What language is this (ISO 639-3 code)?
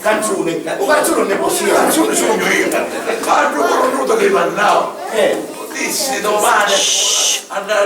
scn